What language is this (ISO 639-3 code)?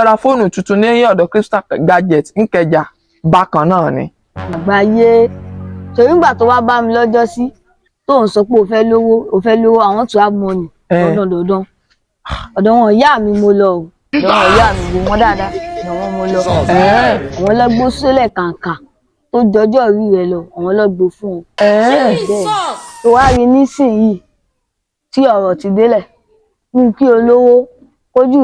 yor